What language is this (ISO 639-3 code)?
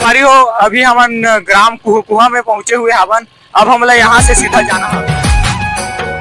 hne